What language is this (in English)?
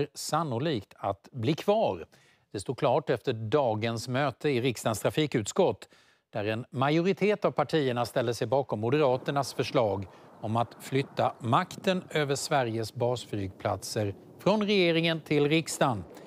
Swedish